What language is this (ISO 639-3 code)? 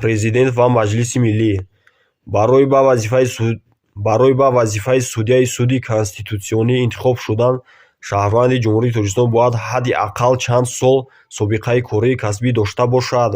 tgk